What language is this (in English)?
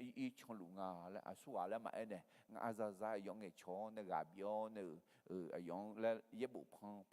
Akha